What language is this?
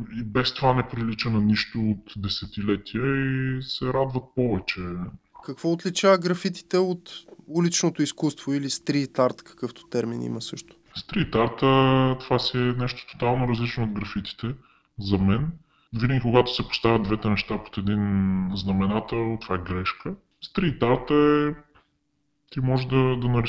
Bulgarian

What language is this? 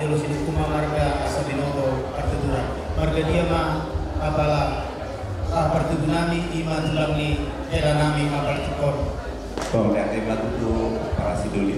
Batak Toba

